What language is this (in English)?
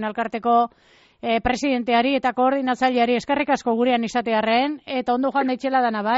Basque